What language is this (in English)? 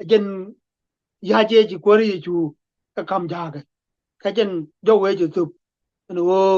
Nuer